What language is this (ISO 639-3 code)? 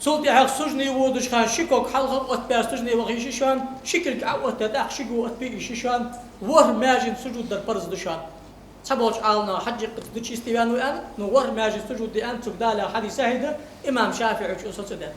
inh